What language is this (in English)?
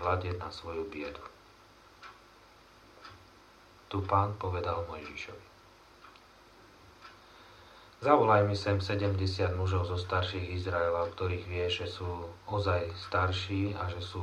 Slovak